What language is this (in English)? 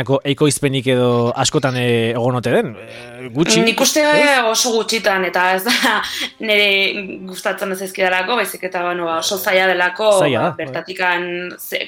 Basque